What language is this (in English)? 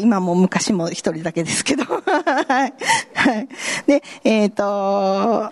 Japanese